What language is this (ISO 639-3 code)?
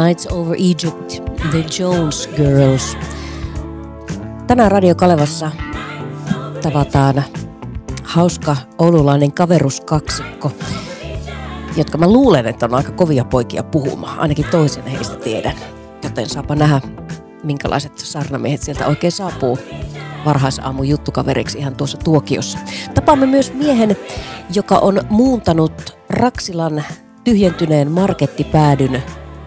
fin